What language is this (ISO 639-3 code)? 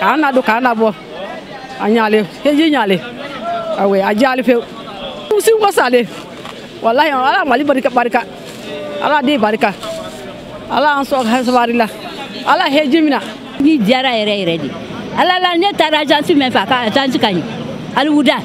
bam